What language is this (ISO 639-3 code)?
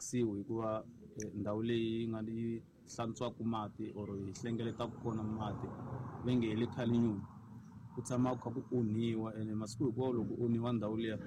tso